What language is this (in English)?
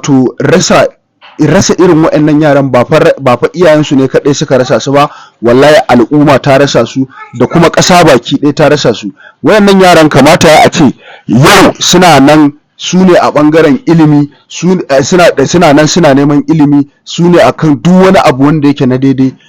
Hausa